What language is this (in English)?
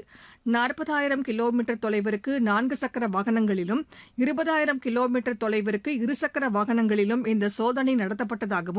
Tamil